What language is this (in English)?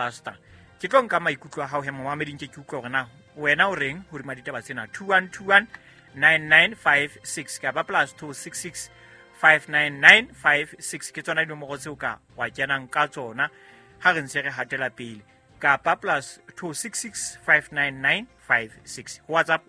Southern Sotho